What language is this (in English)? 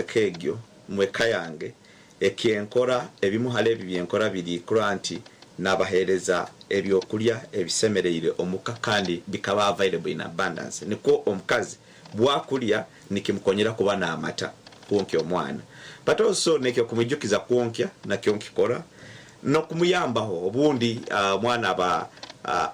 Nyankole